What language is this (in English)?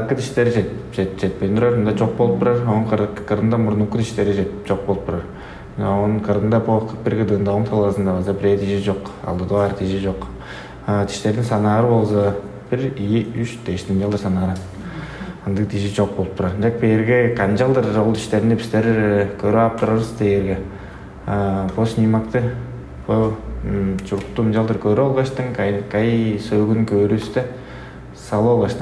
Tuvinian